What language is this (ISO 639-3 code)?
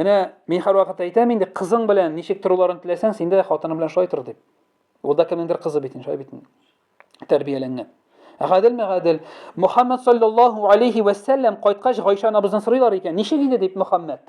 tat